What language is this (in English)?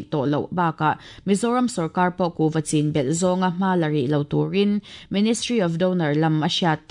Mizo